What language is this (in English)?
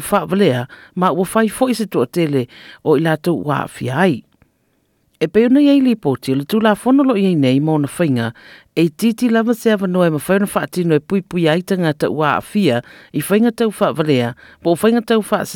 Samoan